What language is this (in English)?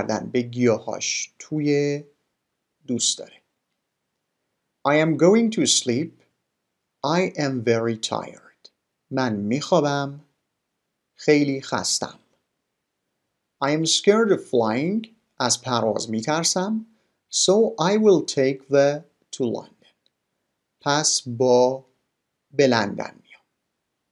Persian